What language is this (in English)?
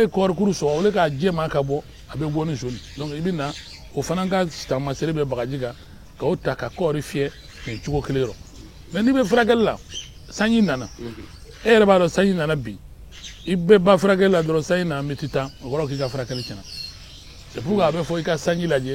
Bambara